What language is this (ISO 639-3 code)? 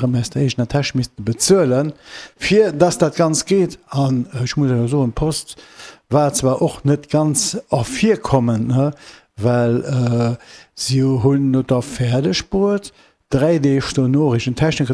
ltz